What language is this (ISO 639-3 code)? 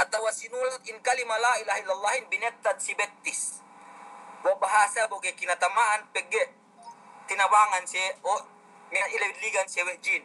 yka